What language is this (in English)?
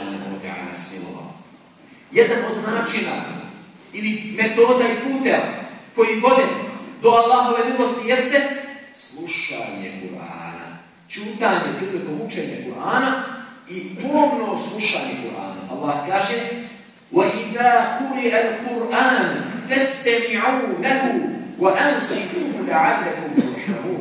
Bosnian